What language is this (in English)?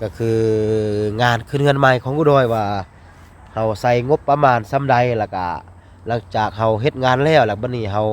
Lao